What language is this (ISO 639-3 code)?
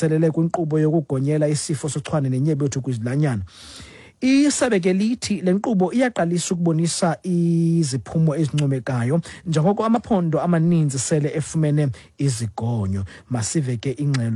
xho